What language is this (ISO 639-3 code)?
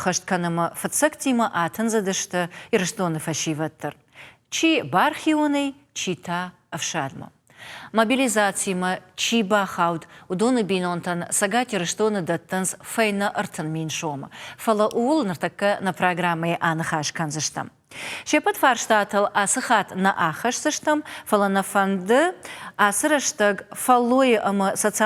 oss